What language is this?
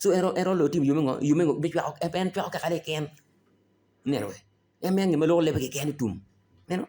Acoli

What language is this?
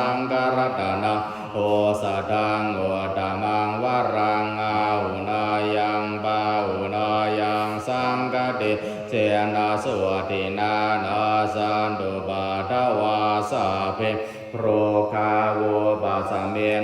Pali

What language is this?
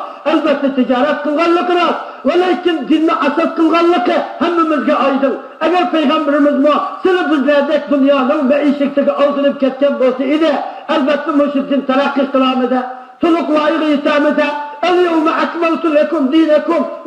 Uyghur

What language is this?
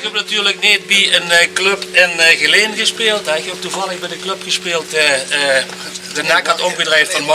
Limburgish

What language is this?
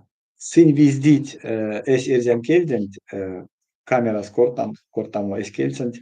Erzya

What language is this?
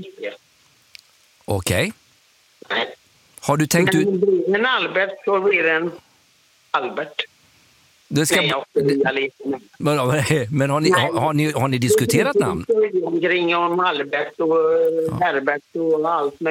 Swedish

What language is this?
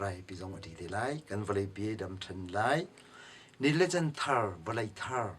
Hakha Chin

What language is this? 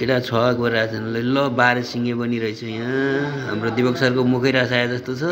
Nepali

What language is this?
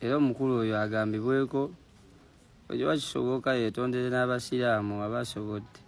Ganda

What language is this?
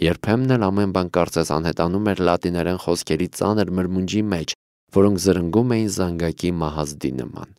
Armenian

